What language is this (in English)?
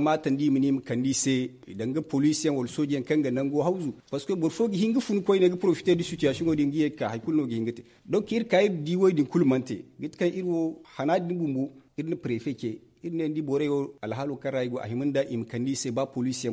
Zarma